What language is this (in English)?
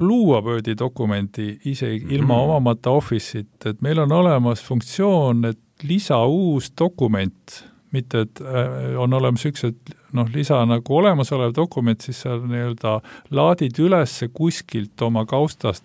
Estonian